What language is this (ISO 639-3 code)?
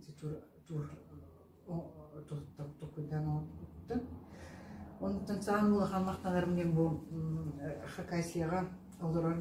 sah